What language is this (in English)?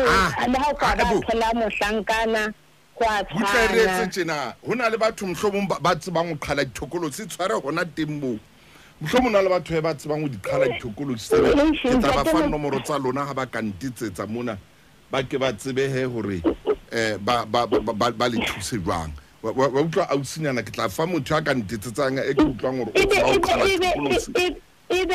Southern Sotho